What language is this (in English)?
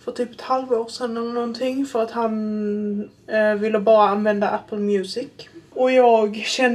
Swedish